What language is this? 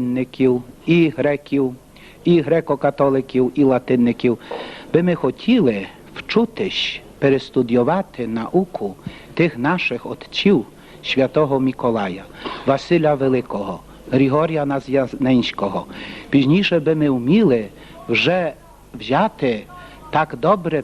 Rusyn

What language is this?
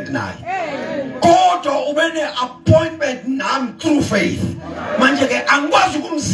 Zulu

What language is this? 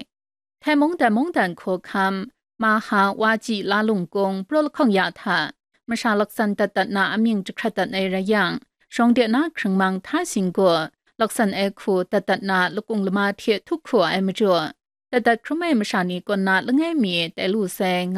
Kachin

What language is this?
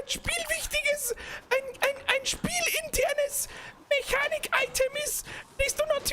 Bavarian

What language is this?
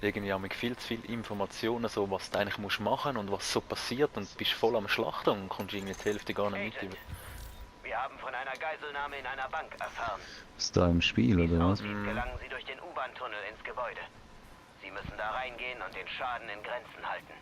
Swiss German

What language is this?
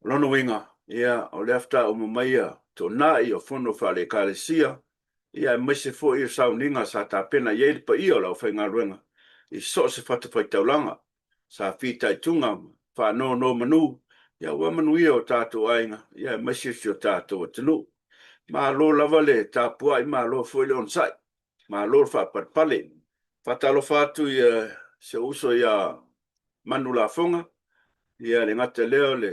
Samoan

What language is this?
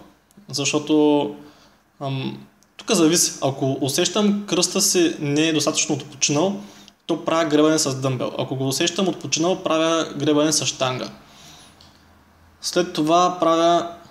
Bulgarian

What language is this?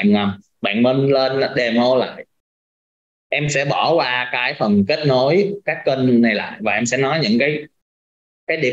Vietnamese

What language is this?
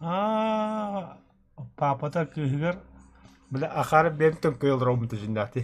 Yakut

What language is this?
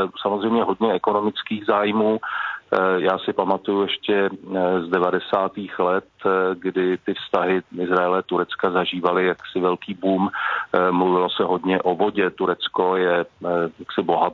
Czech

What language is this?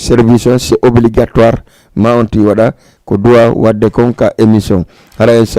Fula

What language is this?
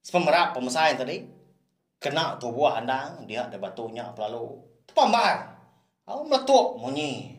Iban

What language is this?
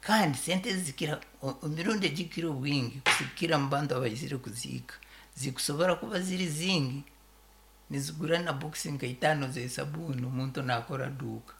Nyankole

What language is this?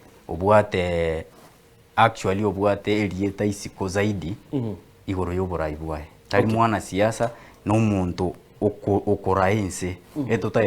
Gusii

